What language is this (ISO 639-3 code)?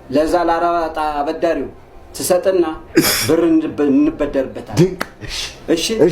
amh